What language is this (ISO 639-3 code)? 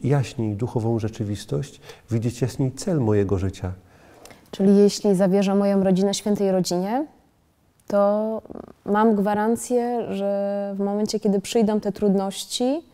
pol